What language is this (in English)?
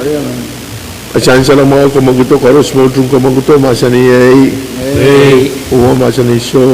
Pohnpeian